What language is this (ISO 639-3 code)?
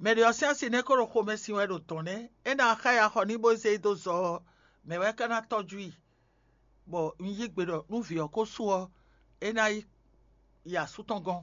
fon